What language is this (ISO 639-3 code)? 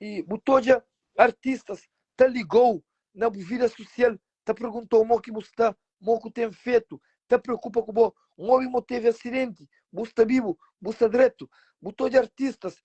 kea